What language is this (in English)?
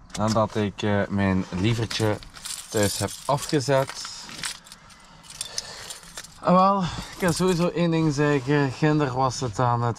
Dutch